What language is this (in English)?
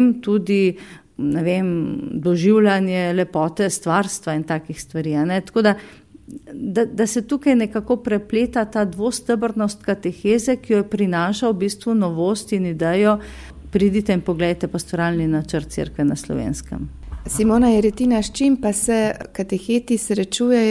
Slovenian